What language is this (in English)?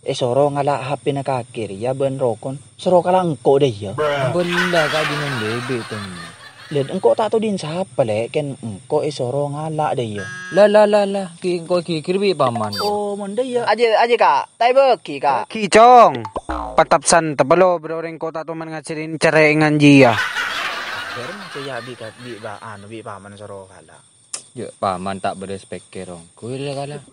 Madurese